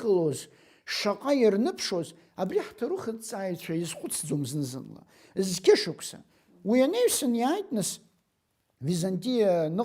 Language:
Abkhazian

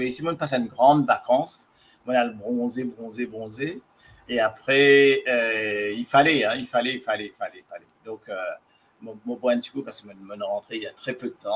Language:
Morisyen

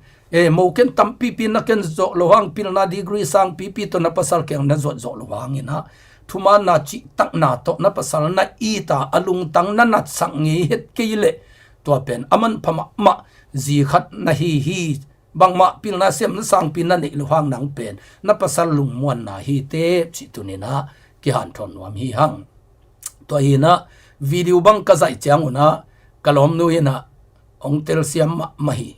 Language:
Tedim Chin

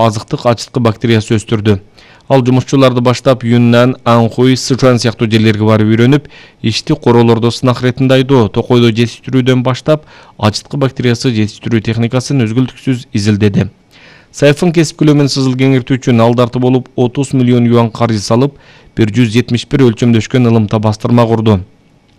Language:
Kyrgyz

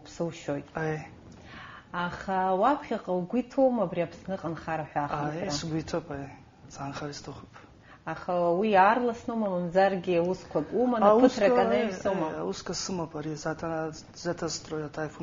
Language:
Abkhazian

